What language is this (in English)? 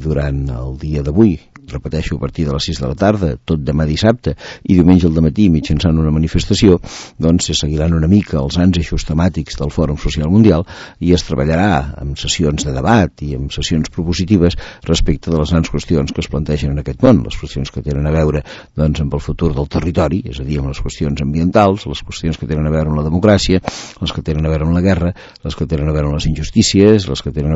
Catalan